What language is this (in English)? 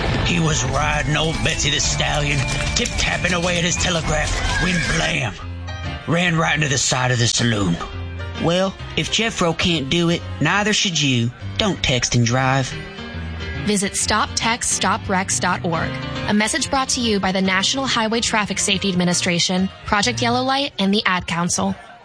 English